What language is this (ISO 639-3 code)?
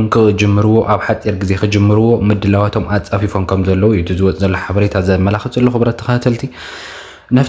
tir